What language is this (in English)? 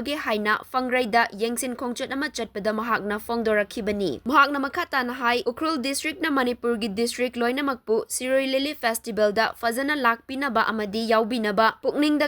Manipuri